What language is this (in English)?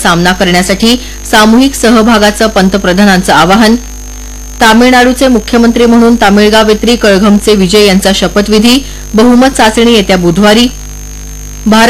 Marathi